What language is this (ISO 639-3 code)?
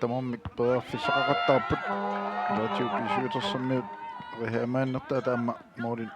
kal